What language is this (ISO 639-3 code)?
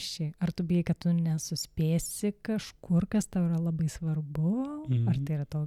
lit